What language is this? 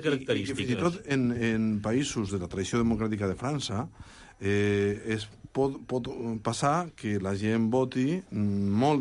Catalan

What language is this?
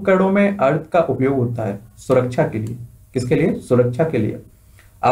Hindi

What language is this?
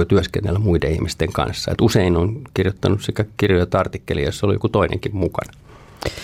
Finnish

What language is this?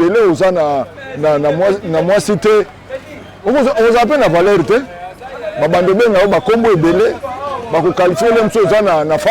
Lingala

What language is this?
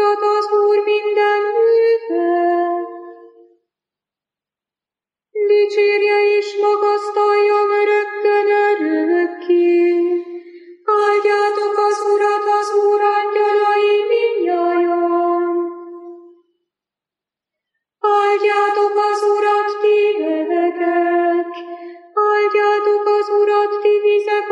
Hungarian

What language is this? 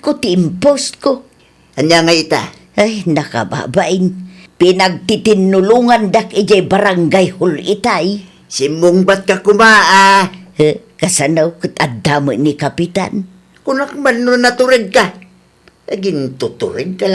Iloko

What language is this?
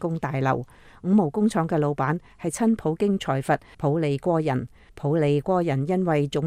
Cantonese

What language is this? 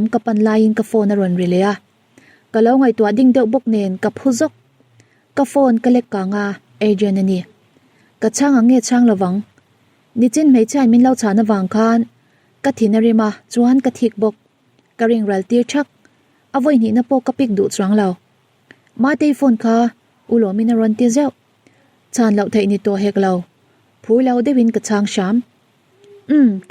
Mizo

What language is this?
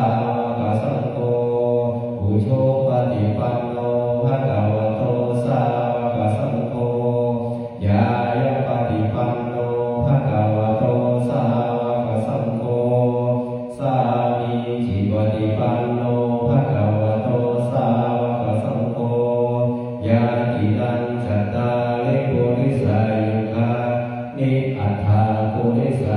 Pali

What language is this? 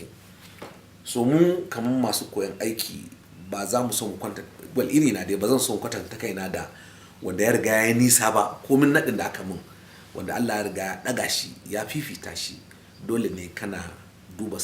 Hausa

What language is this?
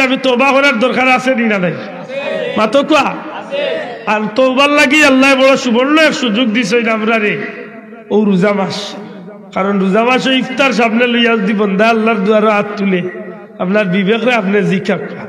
Sylheti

